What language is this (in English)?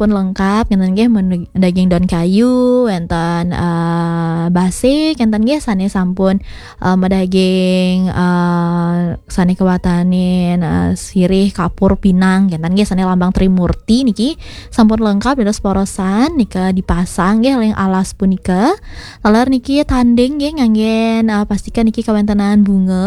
Balinese